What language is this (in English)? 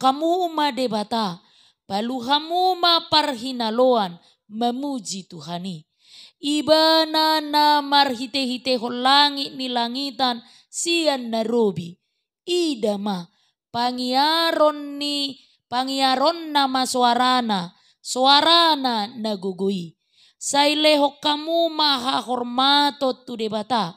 Batak Toba